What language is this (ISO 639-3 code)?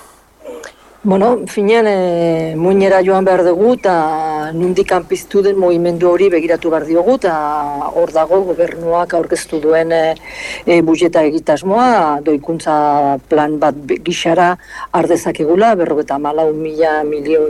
eus